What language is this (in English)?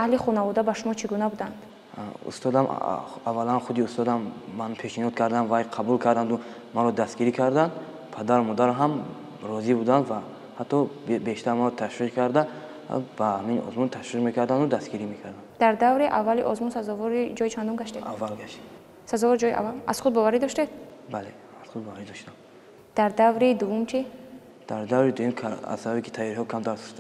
Tajik